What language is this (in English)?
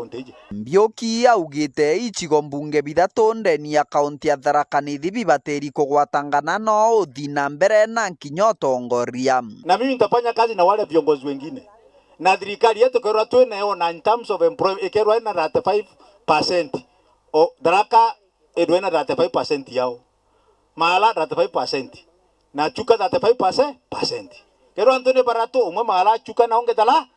Meru